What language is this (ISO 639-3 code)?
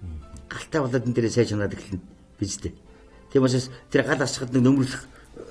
mon